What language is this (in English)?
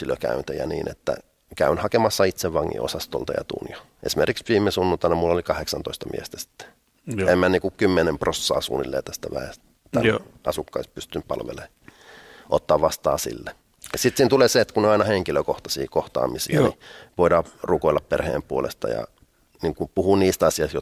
Finnish